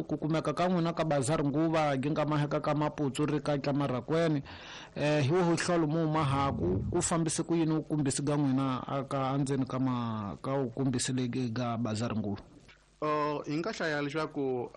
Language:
Tsonga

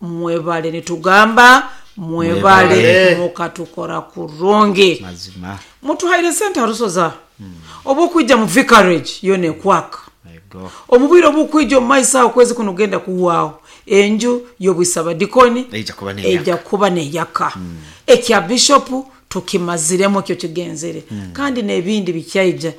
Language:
Nyankole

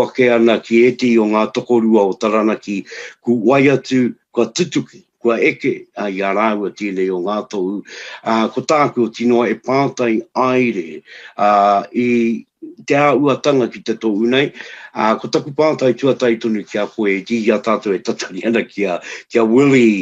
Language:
Māori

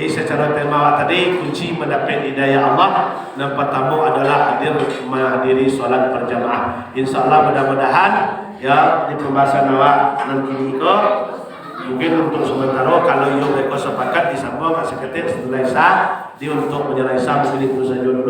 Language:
Minangkabau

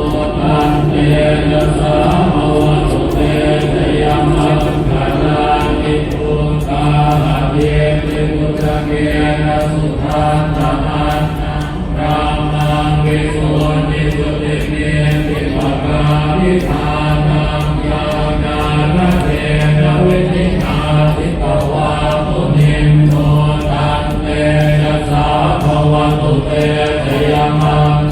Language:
Pali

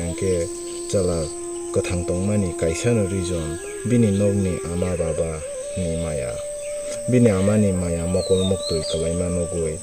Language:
Kok Borok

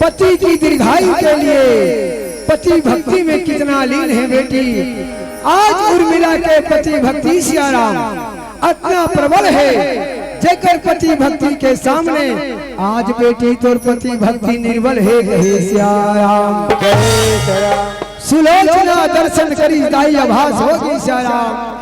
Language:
Chhattisgarhi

